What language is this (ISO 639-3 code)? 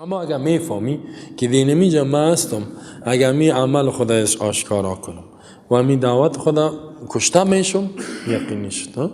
fas